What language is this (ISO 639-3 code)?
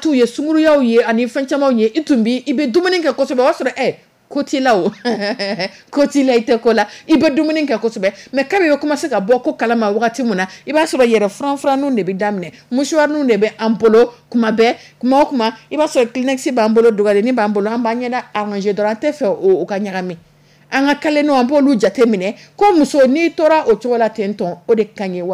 dyu